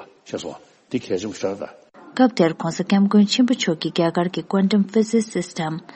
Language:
Tibetan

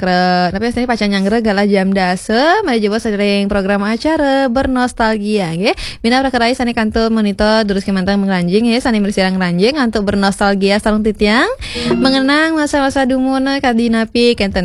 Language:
Balinese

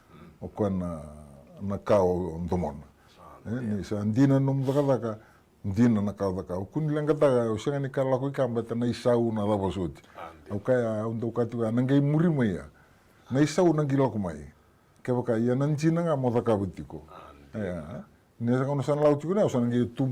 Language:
Fijian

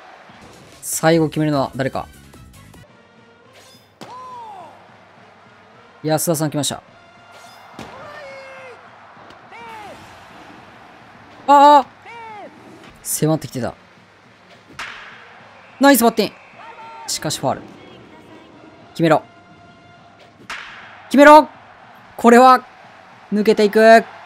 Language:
Japanese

